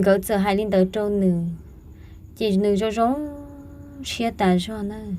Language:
Hmong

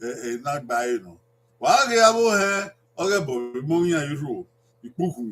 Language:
Bini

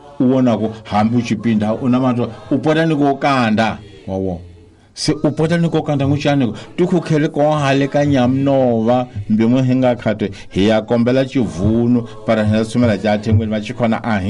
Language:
Tsonga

